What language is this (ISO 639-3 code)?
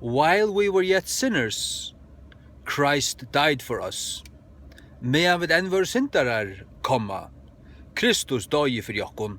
fao